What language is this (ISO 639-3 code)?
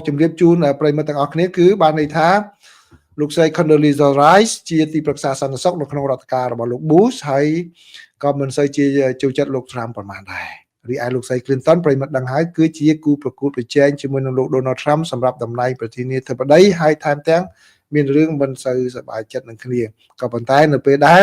khm